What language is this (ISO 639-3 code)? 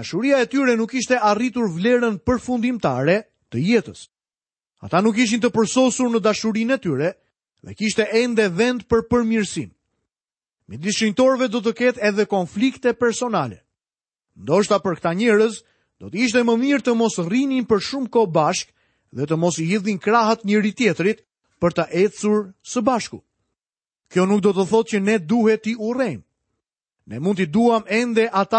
sqi